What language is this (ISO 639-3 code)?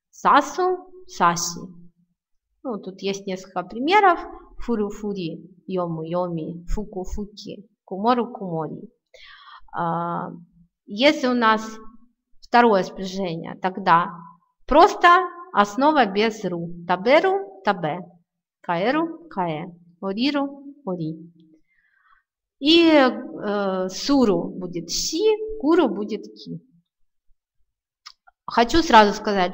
rus